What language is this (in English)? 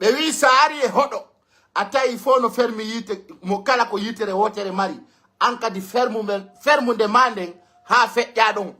Pular